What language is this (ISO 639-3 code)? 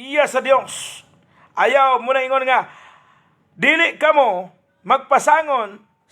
ceb